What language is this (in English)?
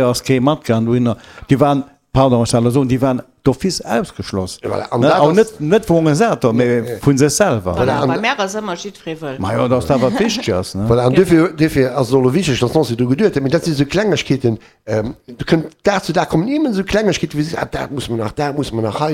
Luxembourgish